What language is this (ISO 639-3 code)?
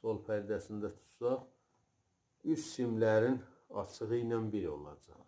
azb